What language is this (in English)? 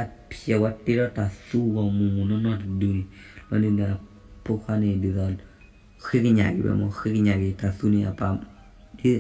S'gaw Karen